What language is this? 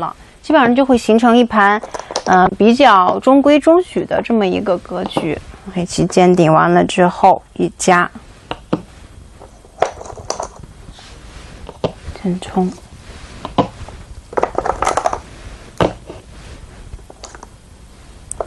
Chinese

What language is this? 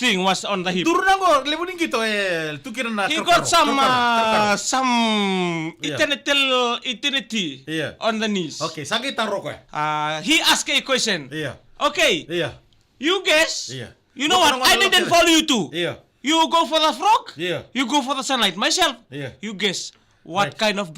Fijian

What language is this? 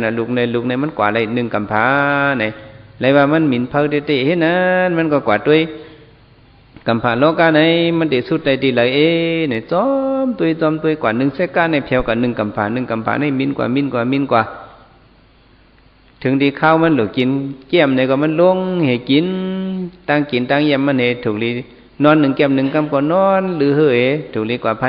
Shan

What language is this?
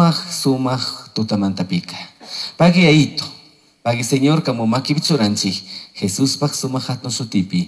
Chimborazo Highland Quichua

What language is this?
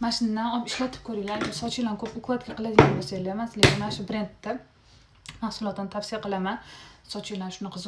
Uzbek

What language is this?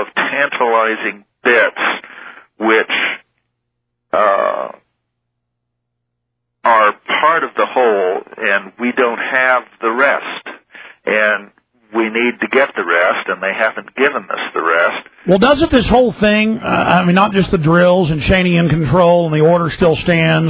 English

